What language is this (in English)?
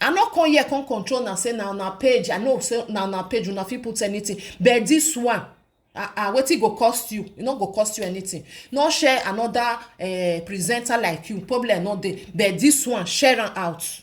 Nigerian Pidgin